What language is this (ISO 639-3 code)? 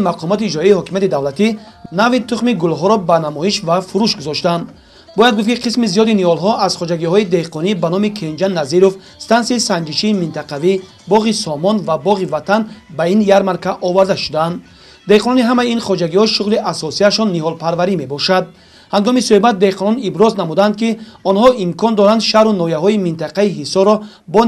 tgk